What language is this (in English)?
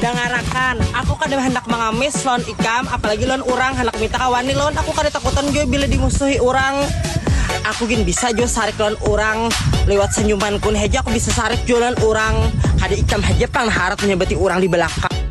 Banjar